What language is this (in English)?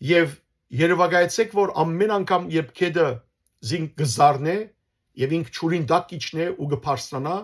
Western Armenian